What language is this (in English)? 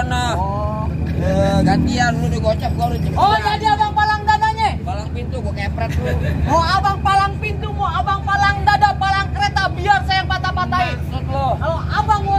Betawi